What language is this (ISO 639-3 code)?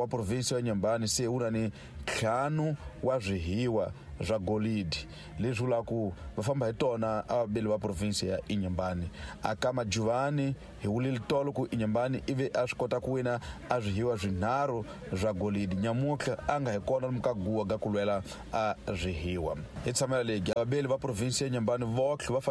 tso